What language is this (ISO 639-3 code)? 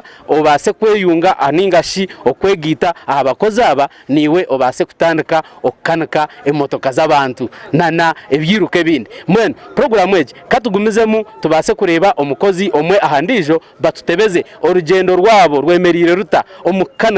nyn